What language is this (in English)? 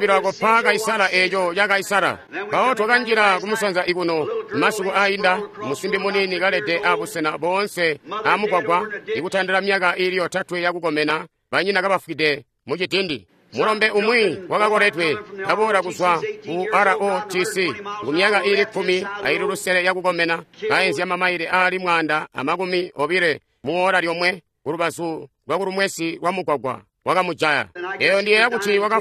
Tonga (Zambia)